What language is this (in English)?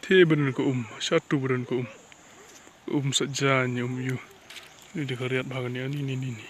Khasi